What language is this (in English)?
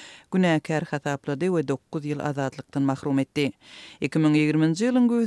Turkmen